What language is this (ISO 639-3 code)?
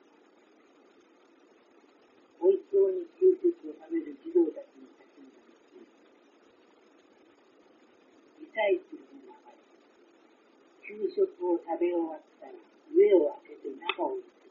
jpn